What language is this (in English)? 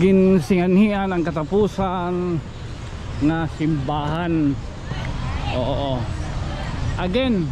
Waray